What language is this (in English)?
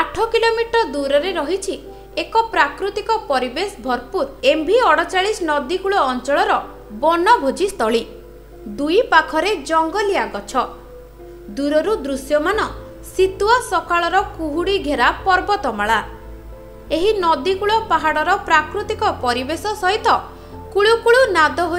Odia